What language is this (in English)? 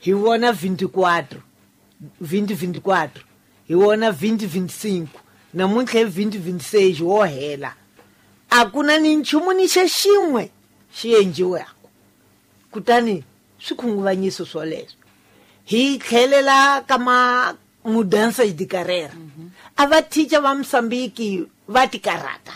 Tsonga